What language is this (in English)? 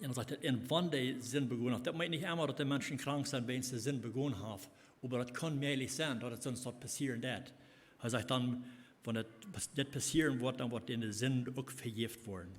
Plautdietsch